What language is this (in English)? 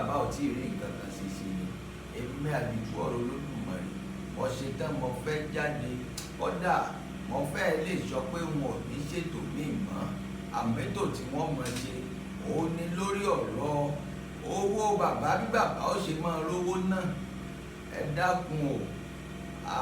Yoruba